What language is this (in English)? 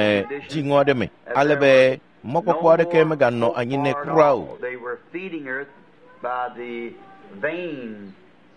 Ewe